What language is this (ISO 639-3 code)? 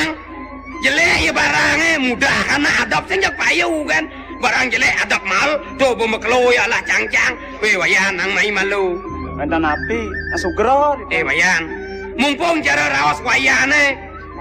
ban